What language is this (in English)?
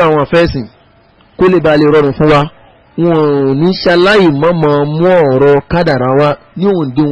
Yoruba